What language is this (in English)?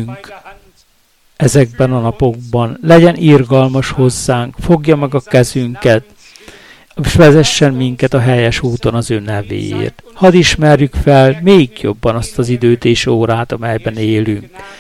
Hungarian